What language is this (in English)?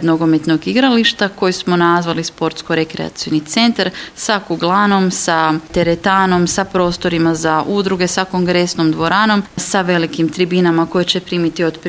Croatian